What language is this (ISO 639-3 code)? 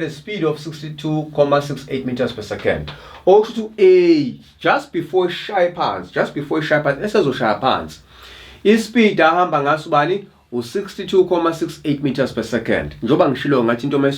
zul